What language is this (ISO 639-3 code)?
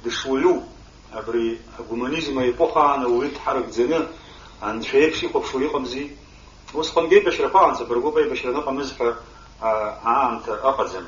abk